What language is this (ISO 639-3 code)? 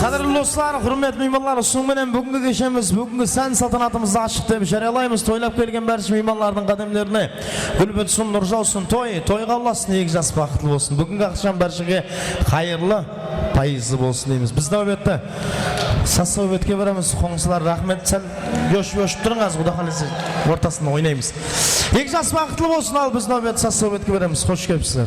kaa